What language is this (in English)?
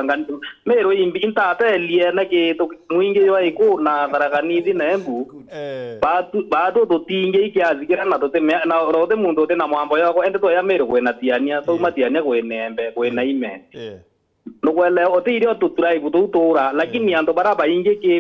Meru